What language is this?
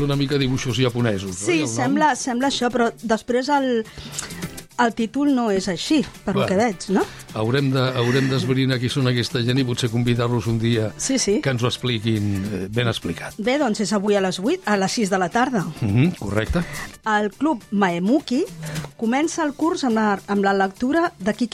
Catalan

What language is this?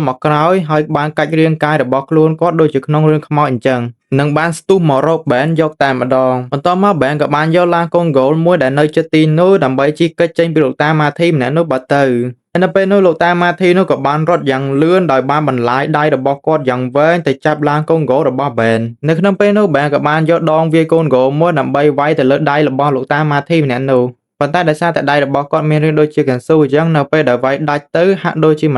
Khmer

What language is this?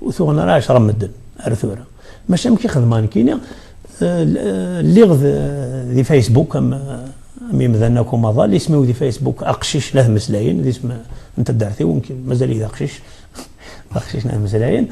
Kabyle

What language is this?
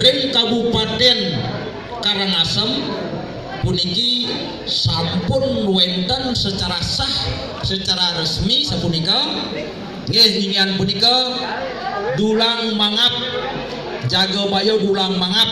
Balinese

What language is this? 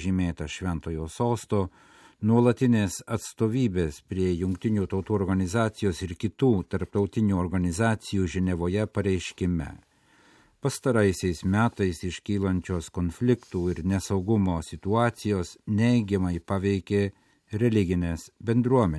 Lithuanian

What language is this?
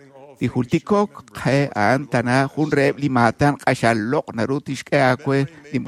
Kekchí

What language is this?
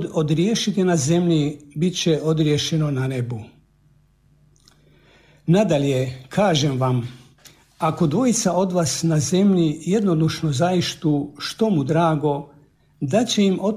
Croatian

